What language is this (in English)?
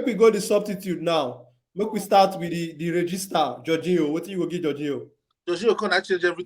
Nigerian Pidgin